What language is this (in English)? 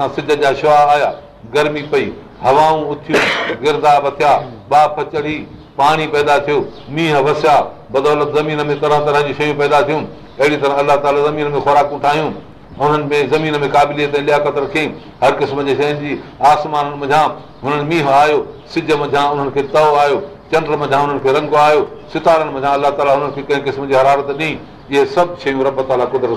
Sindhi